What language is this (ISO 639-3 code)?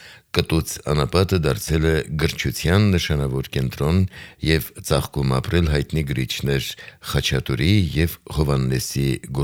hye